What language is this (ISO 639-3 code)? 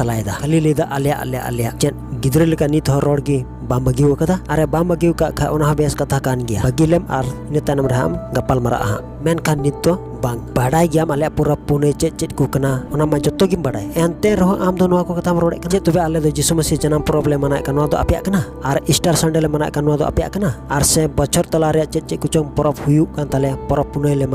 sat